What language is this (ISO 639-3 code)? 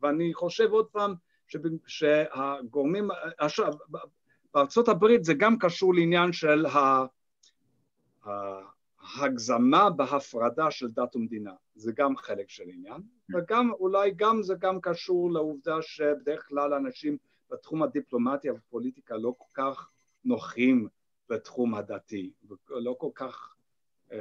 heb